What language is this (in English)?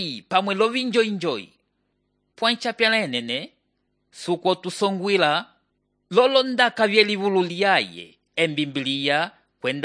Umbundu